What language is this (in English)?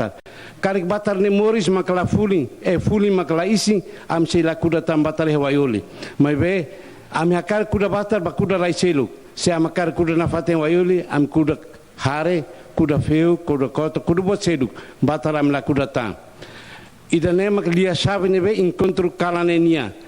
Tetum